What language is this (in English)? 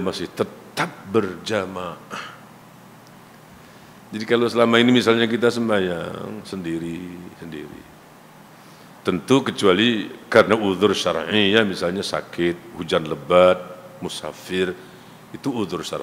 Malay